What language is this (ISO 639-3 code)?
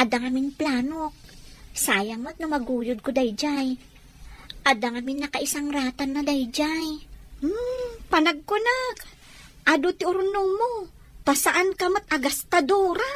ilo